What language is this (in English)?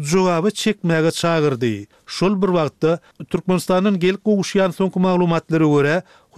Turkmen